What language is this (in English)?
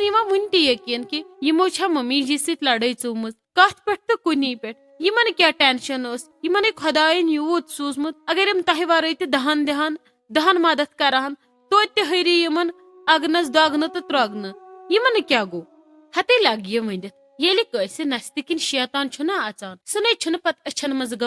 Kashmiri